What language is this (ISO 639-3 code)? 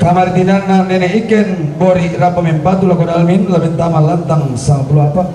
sda